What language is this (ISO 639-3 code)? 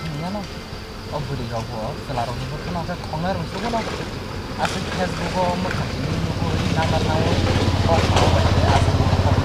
trp